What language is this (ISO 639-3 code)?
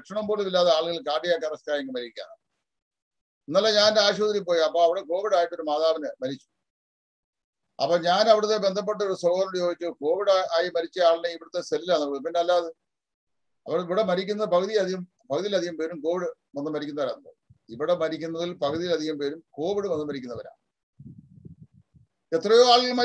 mal